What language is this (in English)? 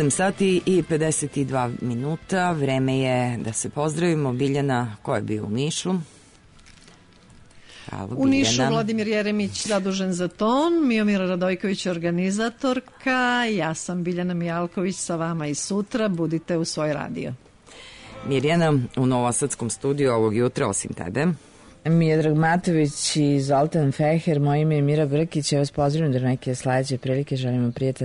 Serbian